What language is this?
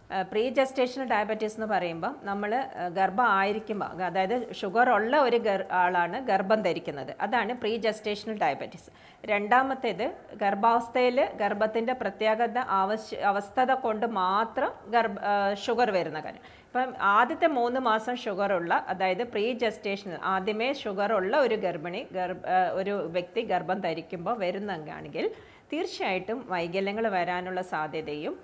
Malayalam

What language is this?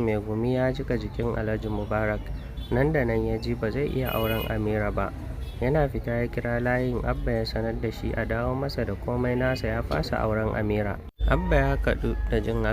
Hausa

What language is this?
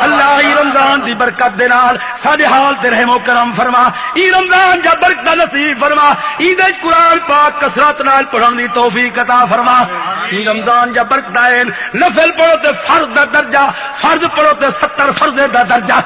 Saraiki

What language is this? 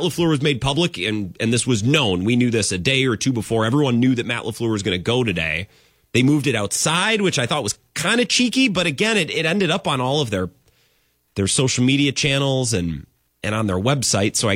English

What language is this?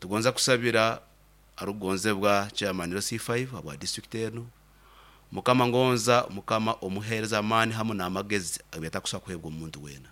Nyankole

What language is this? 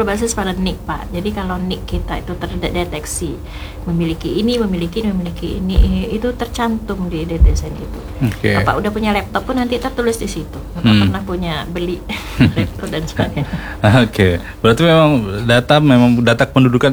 Indonesian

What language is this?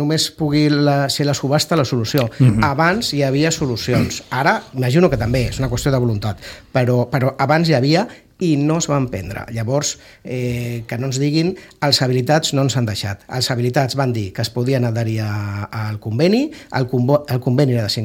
Catalan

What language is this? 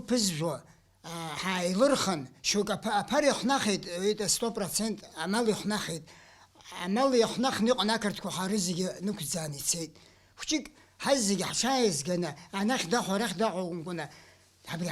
Abkhazian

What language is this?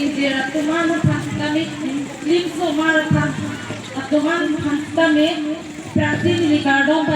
Karbi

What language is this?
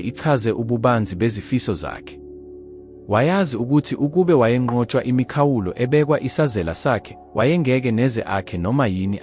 Zulu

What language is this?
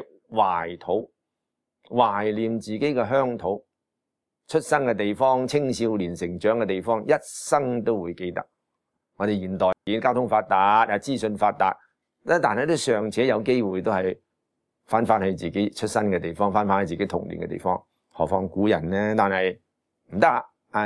Cantonese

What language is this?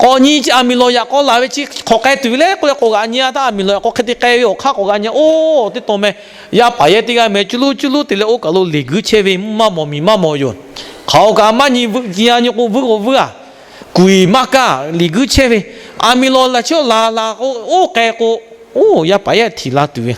Lahu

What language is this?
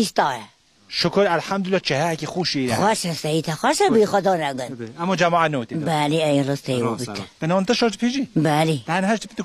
Kurdish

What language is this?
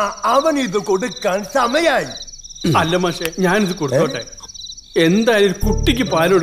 Malayalam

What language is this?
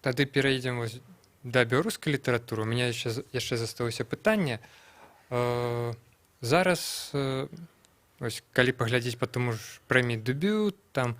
Belarusian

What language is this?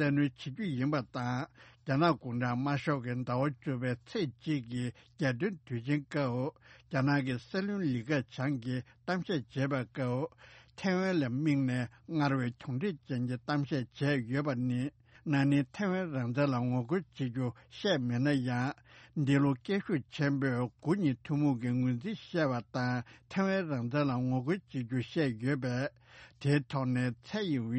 Tibetan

